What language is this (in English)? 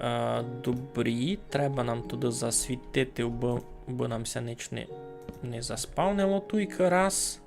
Rusyn